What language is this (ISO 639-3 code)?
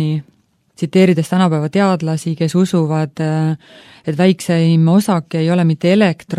est